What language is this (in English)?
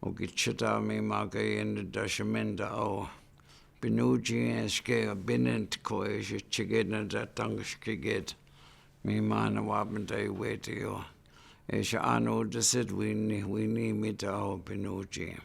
Chippewa